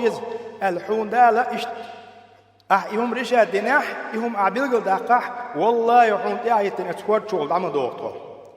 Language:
Chechen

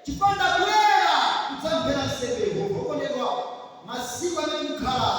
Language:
Nyanja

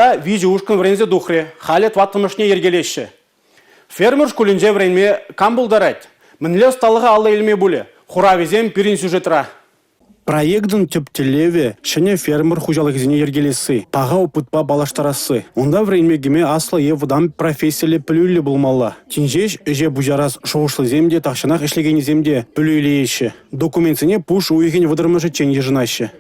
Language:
Chuvash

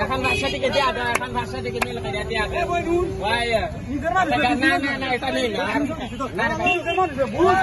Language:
Sylheti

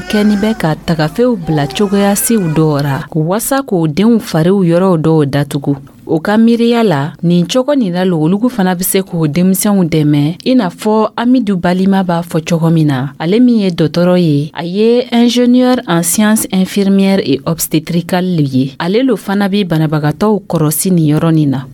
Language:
Dyula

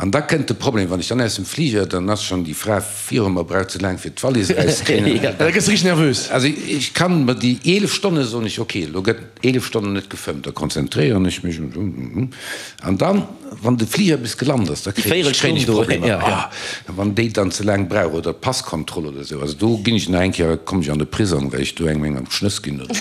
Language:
Luxembourgish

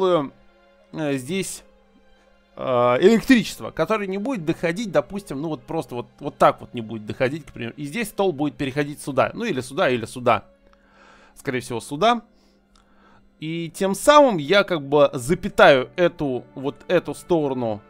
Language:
Russian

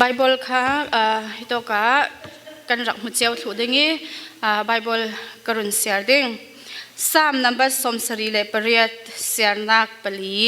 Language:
Falam Chin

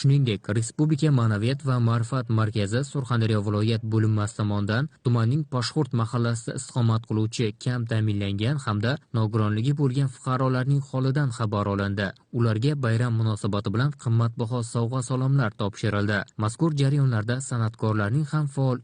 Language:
Uzbek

